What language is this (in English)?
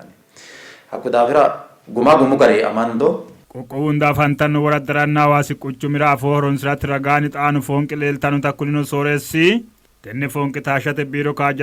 Sidamo